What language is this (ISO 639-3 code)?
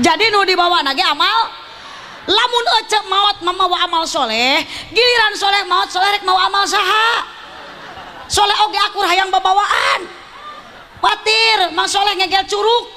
sun